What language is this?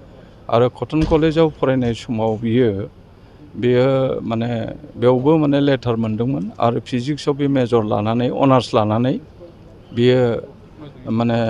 Bodo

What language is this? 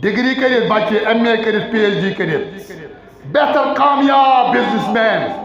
Kashmiri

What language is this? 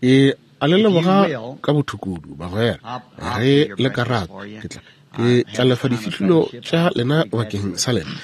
Northern Sotho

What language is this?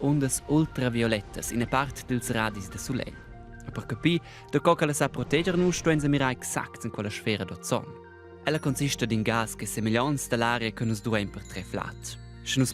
Romansh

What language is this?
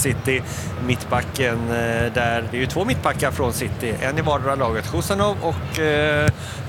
Swedish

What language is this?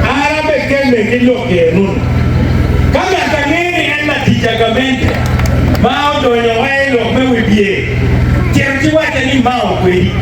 Acoli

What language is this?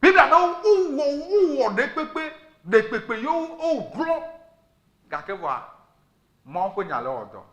Ewe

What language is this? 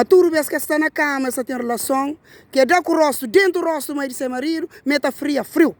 Kabuverdianu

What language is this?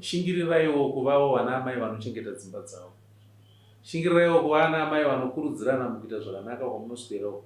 Shona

